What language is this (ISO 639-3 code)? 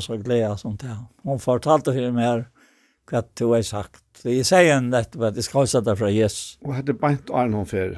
fao